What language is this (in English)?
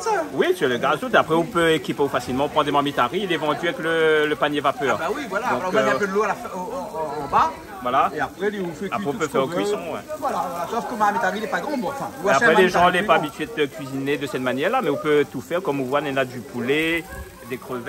Réunion Creole French